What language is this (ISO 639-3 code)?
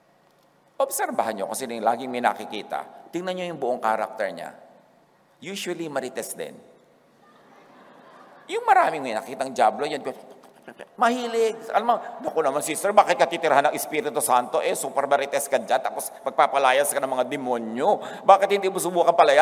fil